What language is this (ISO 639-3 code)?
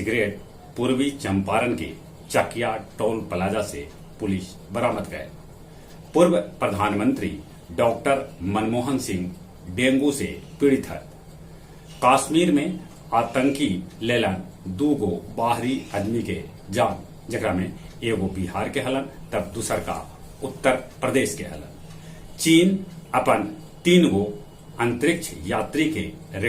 mag